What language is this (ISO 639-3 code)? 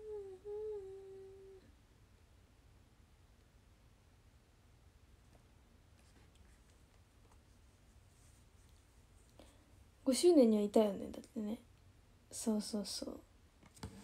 jpn